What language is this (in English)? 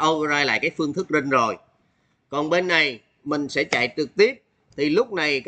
Vietnamese